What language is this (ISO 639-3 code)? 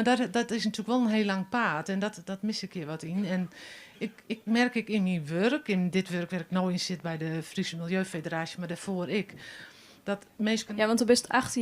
fry